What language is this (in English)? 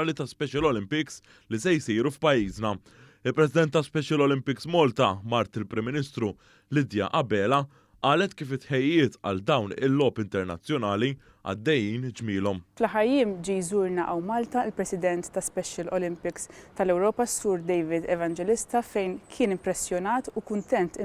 Maltese